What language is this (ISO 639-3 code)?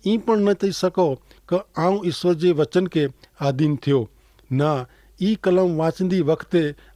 kfr